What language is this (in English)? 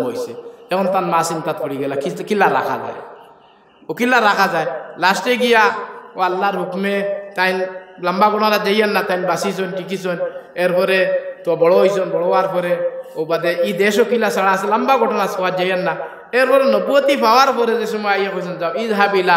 Sylheti